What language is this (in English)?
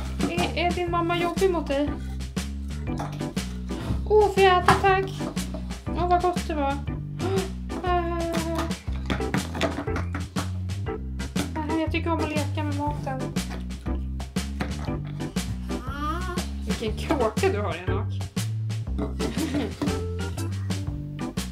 Swedish